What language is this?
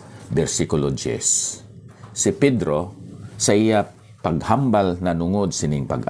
Hiligaynon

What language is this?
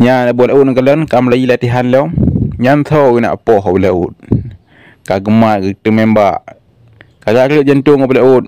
Achinese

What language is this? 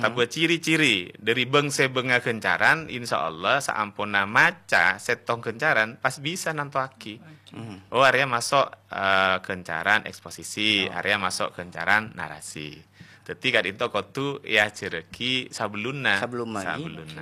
Madurese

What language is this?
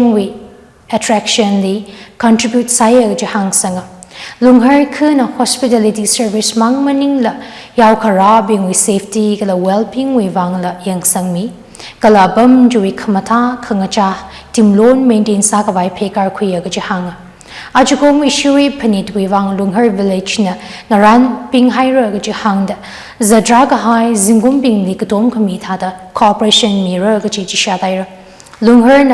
Tangkhul Naga (India)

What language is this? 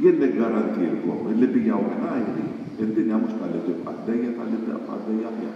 Maltese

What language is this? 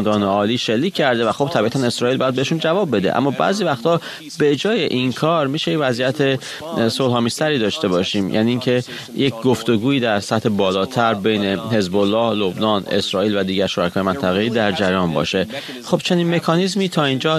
Persian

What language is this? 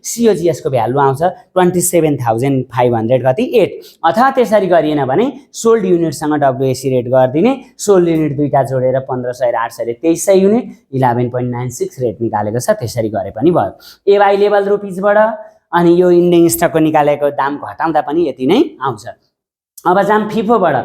Nepali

